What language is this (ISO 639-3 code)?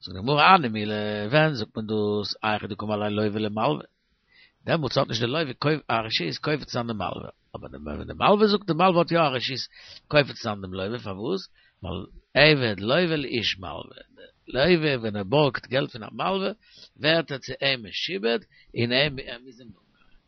yid